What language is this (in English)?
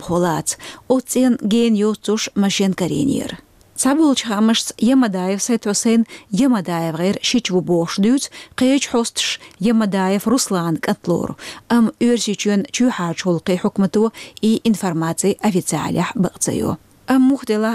Chechen